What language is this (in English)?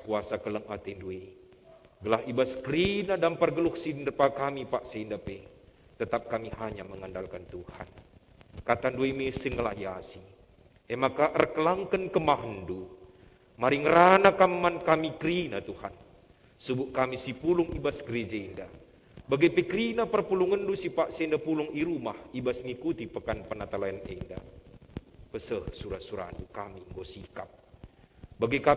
Batak Karo